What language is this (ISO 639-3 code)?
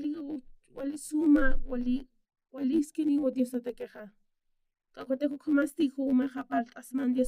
aym